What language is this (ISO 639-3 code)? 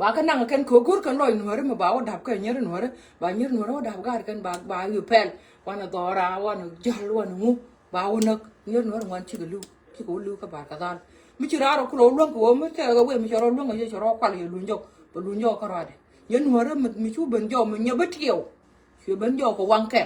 nus